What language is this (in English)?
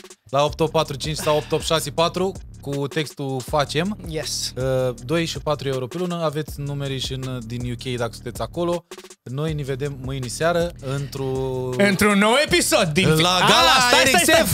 Romanian